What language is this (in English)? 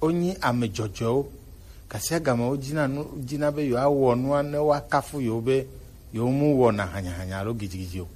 Gen